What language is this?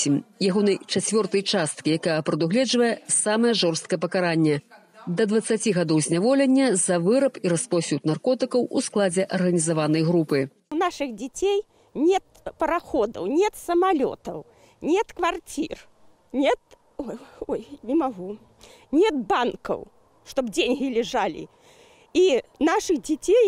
Belarusian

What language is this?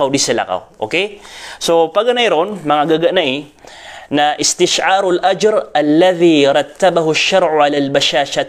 Maranao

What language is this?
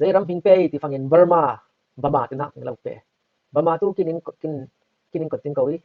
Falam Chin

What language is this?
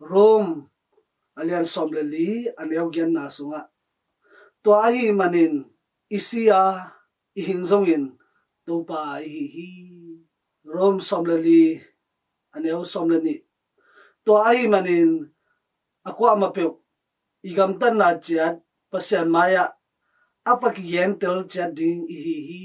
Tedim Chin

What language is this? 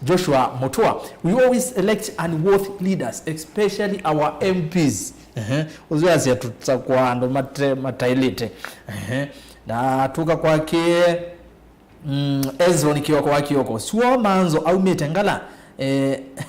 Kamba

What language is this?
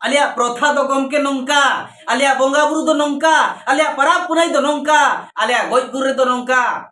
Santali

